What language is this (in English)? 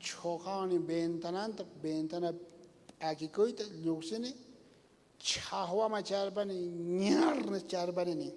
South Bolivian Quechua